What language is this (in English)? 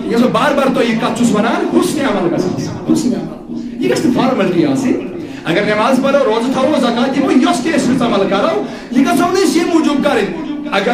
Kashmiri